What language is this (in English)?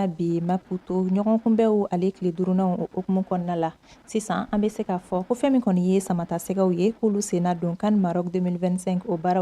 Bambara